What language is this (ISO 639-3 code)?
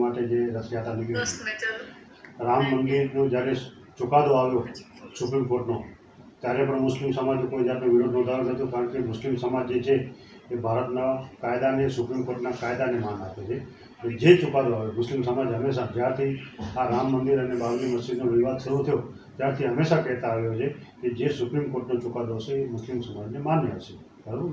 guj